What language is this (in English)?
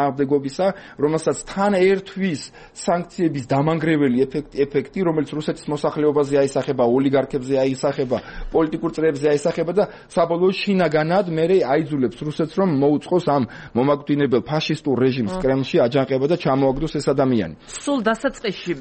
Georgian